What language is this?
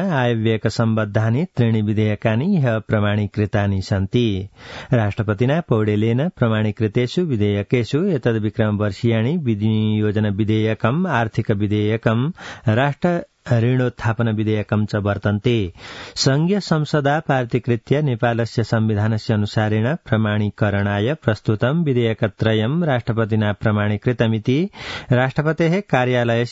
Sanskrit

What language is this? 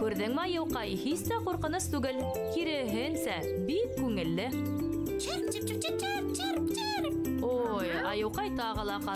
Bashkir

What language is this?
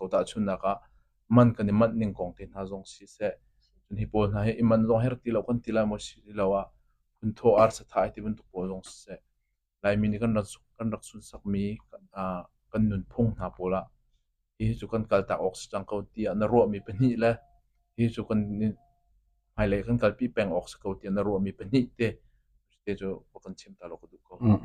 Hakha Chin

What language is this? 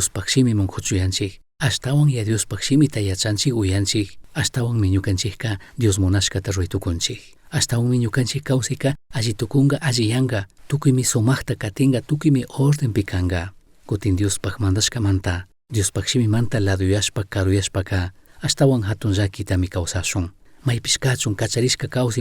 Chimborazo Highland Quichua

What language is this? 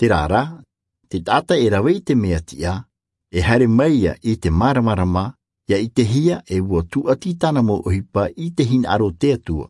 Tahitian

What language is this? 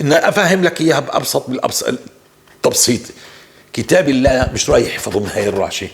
North Levantine Arabic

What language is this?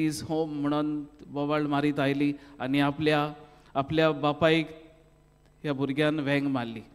Konkani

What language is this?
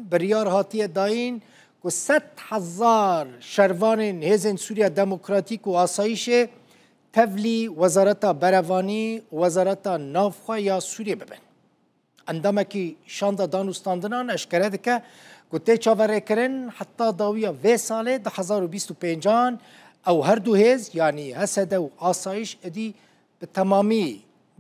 Kurdish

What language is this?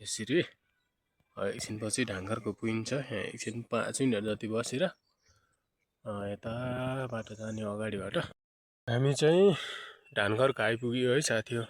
Nepali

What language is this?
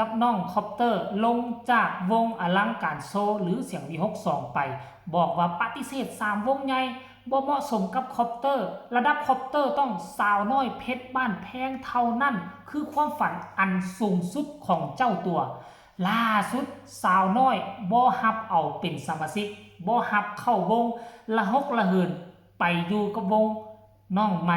Northeastern Thai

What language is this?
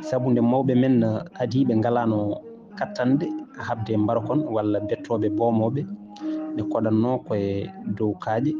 Fula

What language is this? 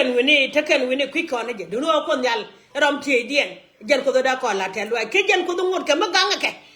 Nuer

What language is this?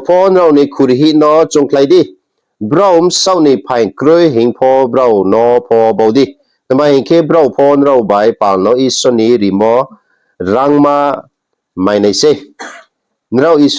Riang (India)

